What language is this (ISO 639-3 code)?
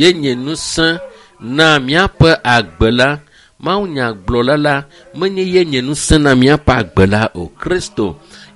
ewe